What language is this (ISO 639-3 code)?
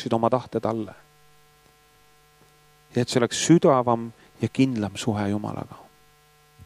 est